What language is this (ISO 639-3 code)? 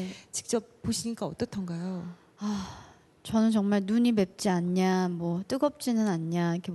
kor